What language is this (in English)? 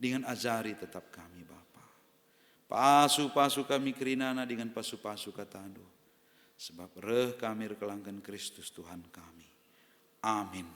Batak Karo